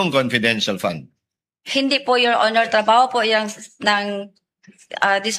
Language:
Cebuano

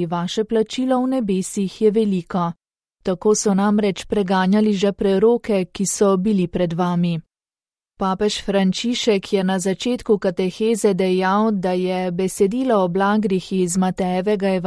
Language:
Slovenian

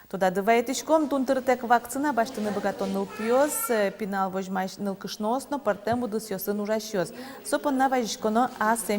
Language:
Udmurt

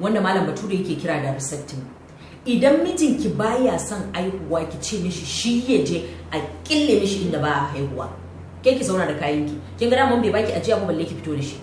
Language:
Hausa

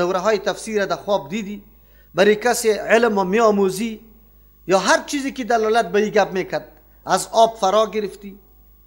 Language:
Persian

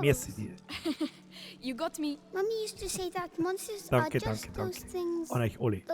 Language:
Bavarian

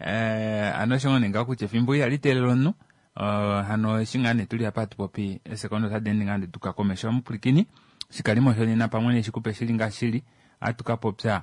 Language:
Kuanyama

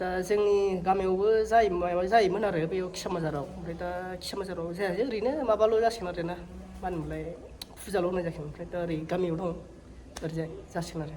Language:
Bodo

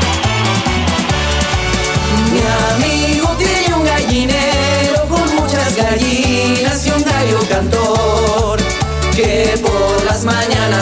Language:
Spanish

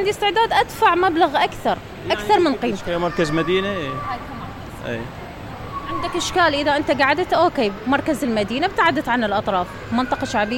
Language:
Mesopotamian Arabic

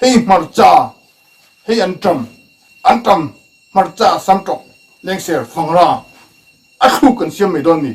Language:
Mizo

